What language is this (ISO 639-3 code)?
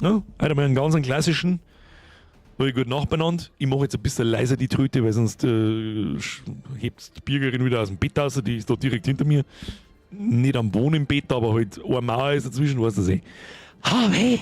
bar